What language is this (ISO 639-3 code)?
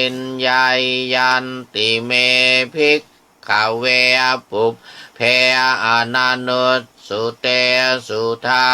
pli